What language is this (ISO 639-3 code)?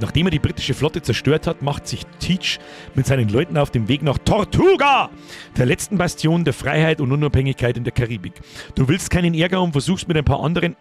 bar